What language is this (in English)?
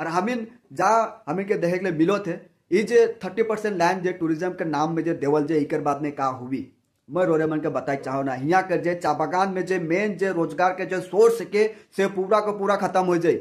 Sadri